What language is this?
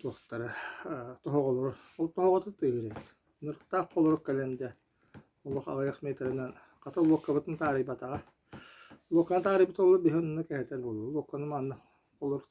Yakut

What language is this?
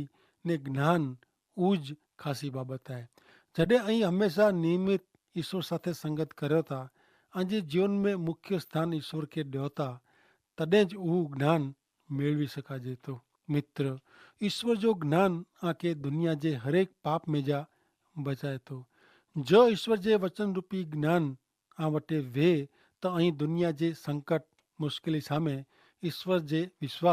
Kachhi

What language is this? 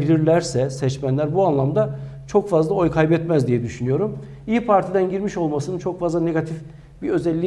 Turkish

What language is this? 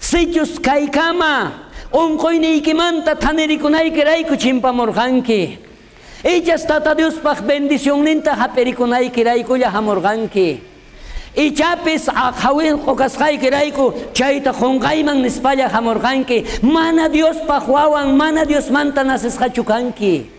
South Bolivian Quechua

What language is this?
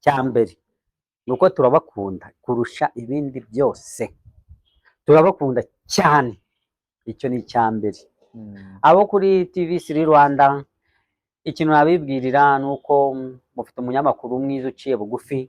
Kinyarwanda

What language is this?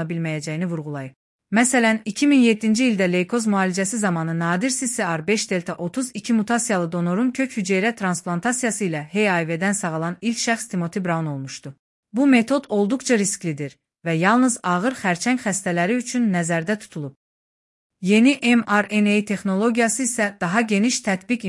Azerbaijani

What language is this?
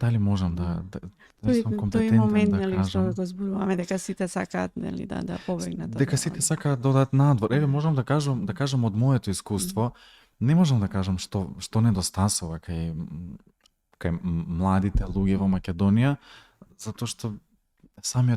Macedonian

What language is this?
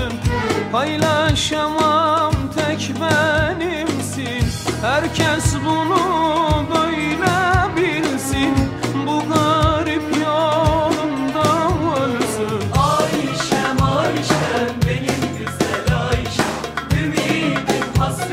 Turkish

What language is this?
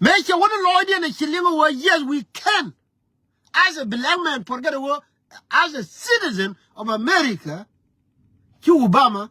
Nuer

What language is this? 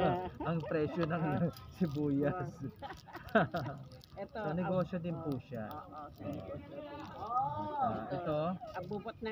Filipino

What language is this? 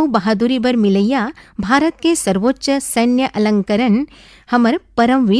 Chhattisgarhi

